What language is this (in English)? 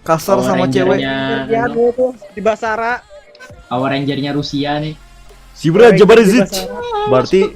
Banjar